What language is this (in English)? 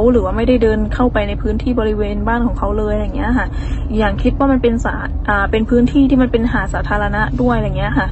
Thai